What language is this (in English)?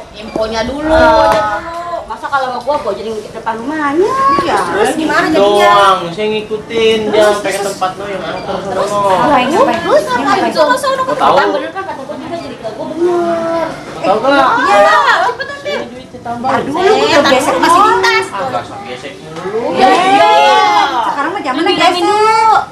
Betawi